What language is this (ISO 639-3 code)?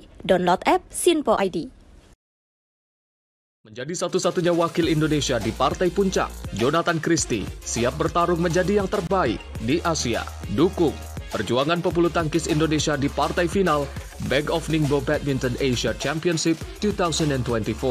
ind